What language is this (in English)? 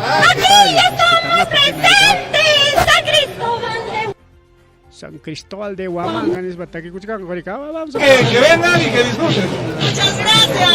Ayacucho Quechua